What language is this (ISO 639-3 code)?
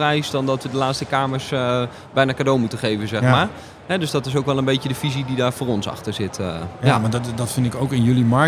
nld